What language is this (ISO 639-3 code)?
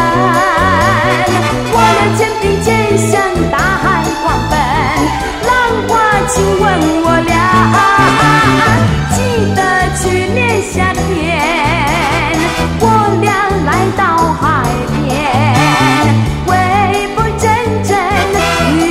zho